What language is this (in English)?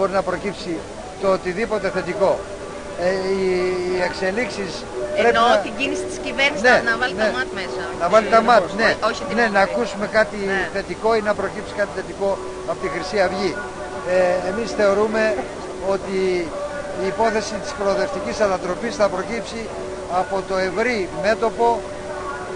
Greek